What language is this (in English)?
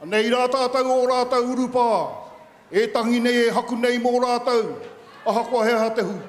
Māori